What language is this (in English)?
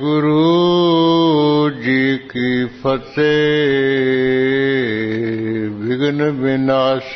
Punjabi